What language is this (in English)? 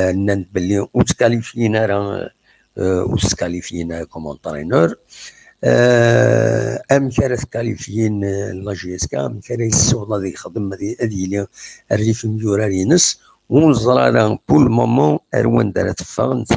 Kabyle